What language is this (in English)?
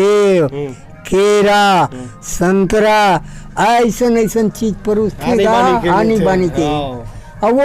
Chhattisgarhi